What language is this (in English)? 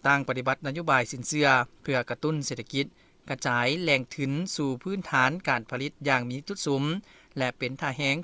Lao